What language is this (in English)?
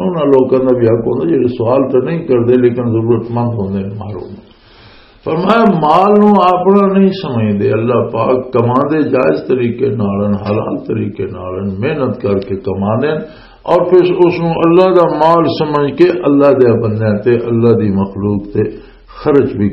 Western Panjabi